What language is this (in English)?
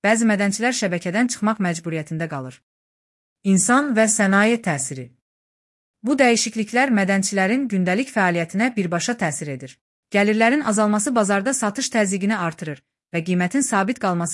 Azerbaijani